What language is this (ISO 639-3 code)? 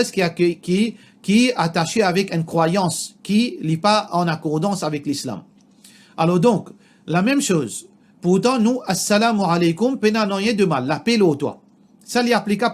mfe